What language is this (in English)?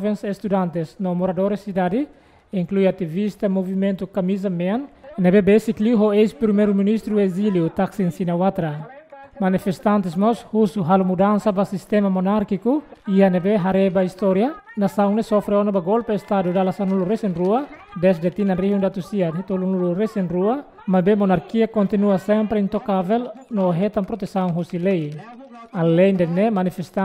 Tetum